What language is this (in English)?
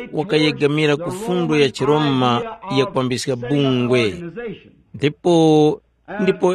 Tumbuka